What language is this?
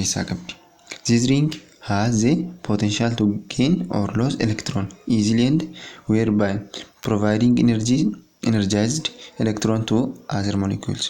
Oromo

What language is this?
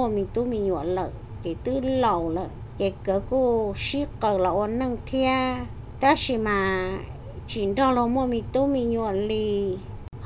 Hmong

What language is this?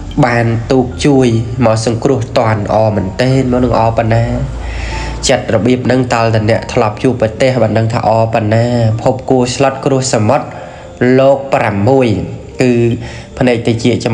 Khmer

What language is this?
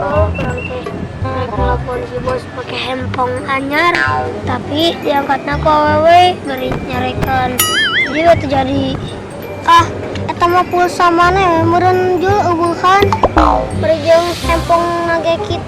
Sundanese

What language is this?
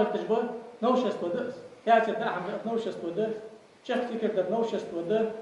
Ingush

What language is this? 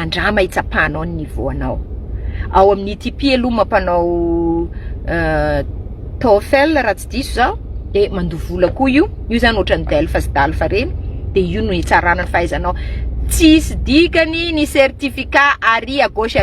Malagasy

